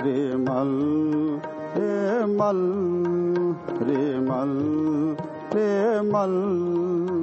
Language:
Hindi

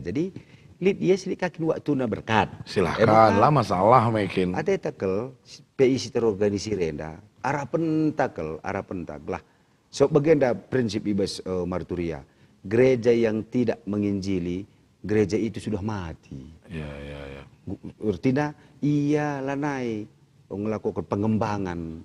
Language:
Batak Karo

